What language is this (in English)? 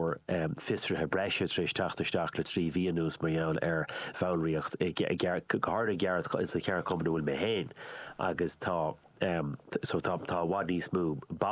Irish